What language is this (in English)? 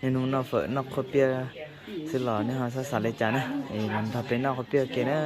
Hmong